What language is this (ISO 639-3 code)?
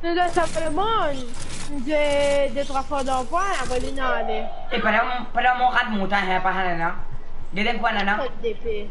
mfe